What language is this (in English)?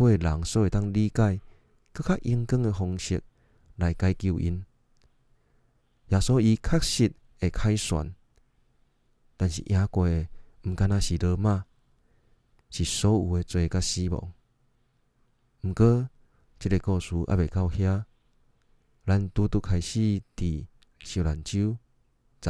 Min Nan Chinese